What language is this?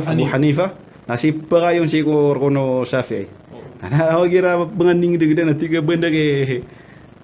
Maranao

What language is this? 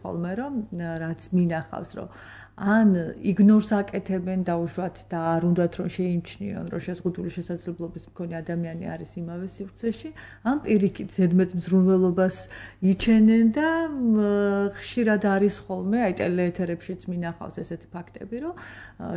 Georgian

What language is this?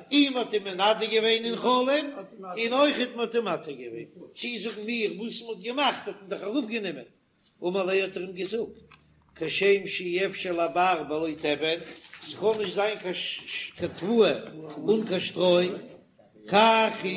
Yiddish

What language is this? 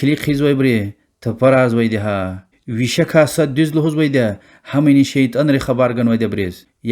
Lezghian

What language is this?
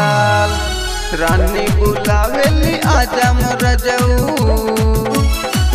Bhojpuri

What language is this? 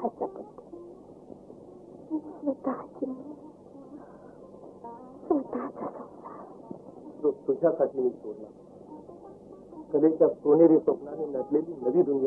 Marathi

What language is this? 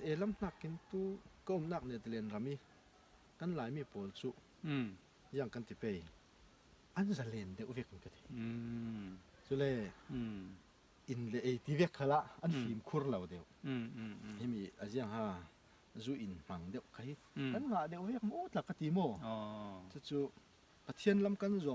Falam Chin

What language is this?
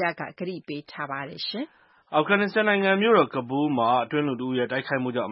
Burmese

